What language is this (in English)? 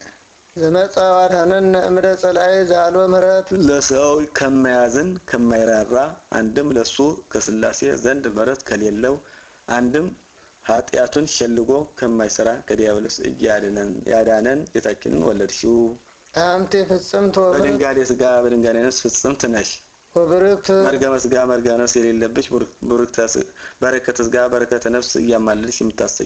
Amharic